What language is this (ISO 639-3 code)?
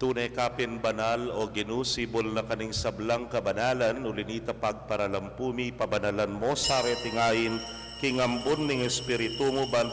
pam